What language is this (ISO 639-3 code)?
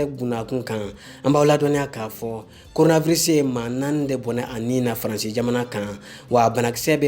bam